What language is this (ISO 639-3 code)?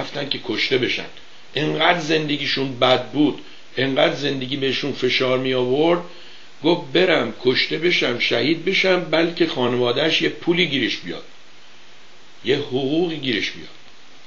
fas